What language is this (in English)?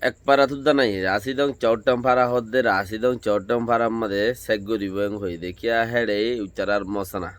Rohingya